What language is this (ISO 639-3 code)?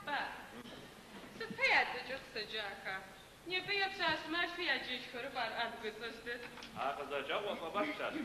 ady